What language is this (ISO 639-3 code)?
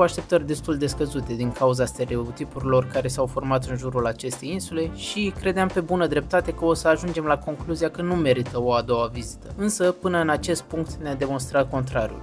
ron